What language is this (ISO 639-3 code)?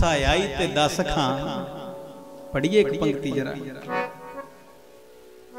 pan